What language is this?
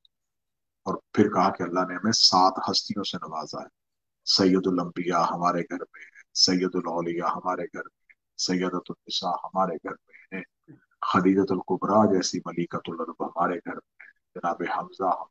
Urdu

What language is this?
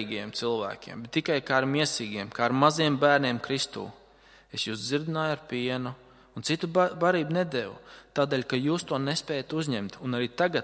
Latvian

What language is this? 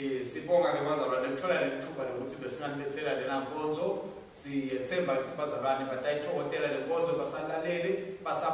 Swati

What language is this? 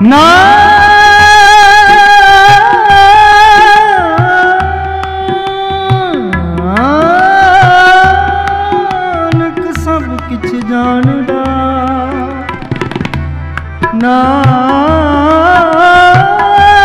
Punjabi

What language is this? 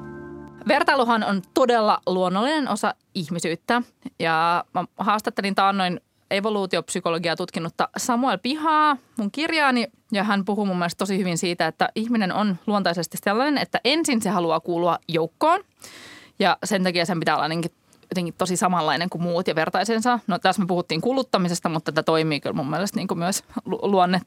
Finnish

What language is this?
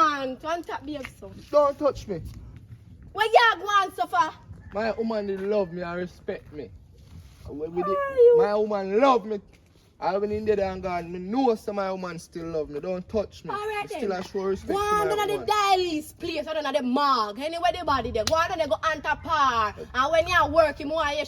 Jamaican Creole English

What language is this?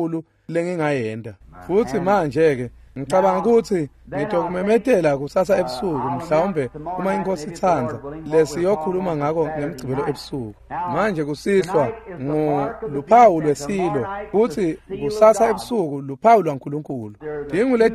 Swati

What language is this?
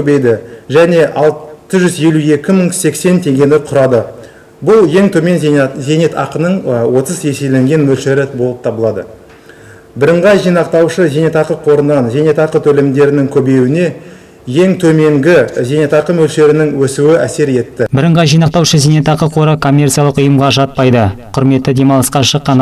Kazakh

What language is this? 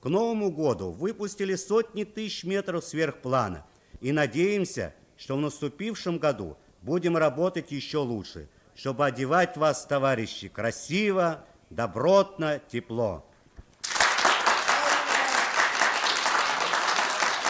Russian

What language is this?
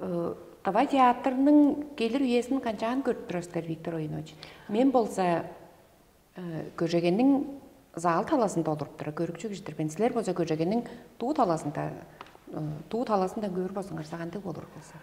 Tuvinian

